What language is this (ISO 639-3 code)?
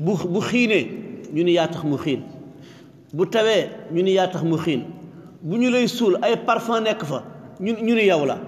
wol